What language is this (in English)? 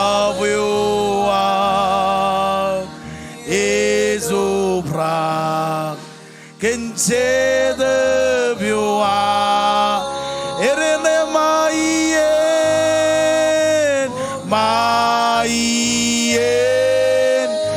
Marshallese